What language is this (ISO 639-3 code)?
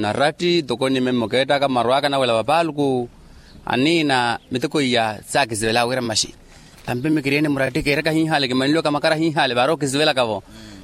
vmw